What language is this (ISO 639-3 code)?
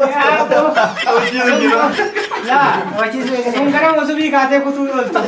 orm